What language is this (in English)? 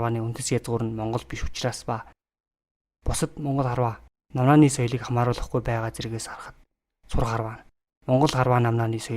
Mongolian